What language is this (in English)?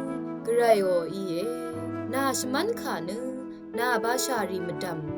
Rawang